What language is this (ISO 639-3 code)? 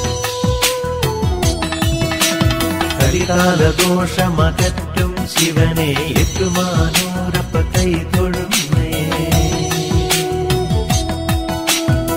mal